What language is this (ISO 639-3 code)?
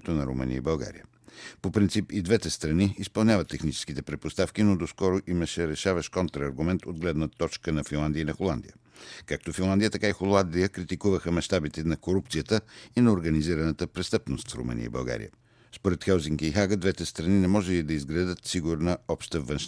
bul